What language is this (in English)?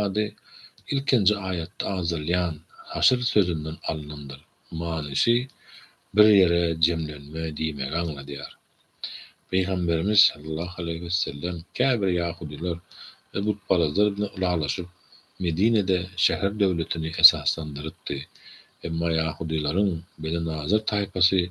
Turkmen